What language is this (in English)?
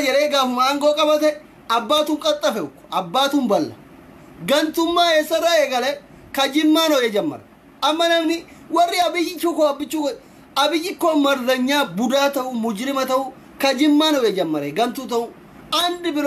Oromo